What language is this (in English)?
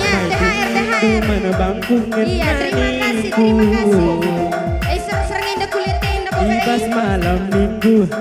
Batak Karo